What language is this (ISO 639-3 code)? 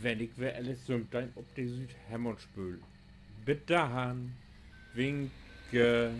nds